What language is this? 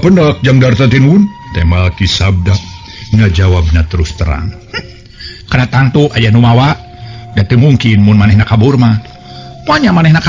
Sundanese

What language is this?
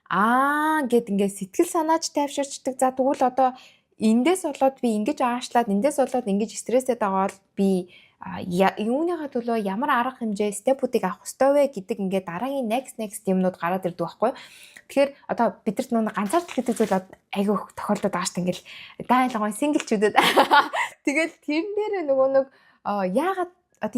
Mongolian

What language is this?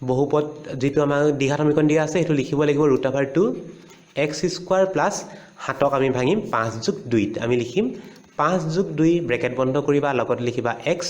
Assamese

